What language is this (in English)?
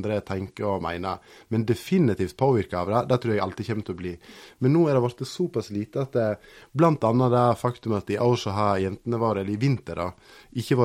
Norwegian